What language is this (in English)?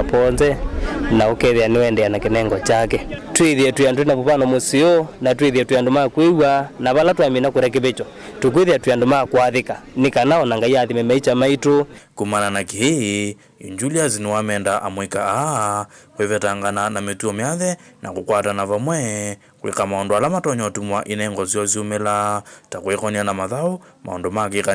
Kamba